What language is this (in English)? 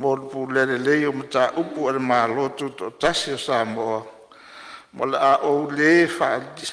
Samoan